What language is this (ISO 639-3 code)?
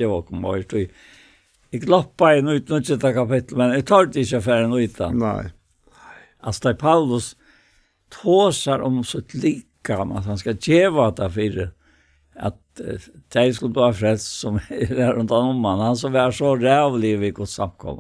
fao